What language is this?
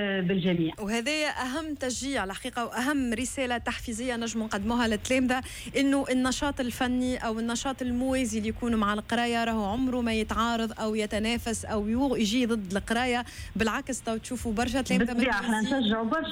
Tunisian Arabic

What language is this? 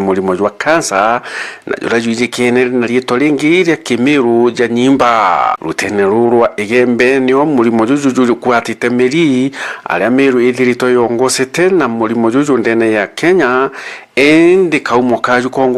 Meru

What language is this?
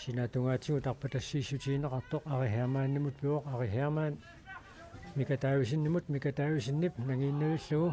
Kalaallisut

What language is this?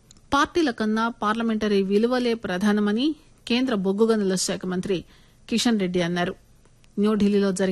Telugu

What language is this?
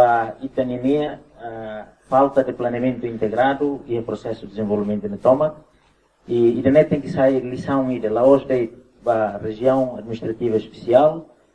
Tetum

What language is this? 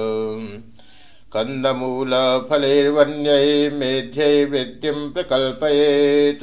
Sanskrit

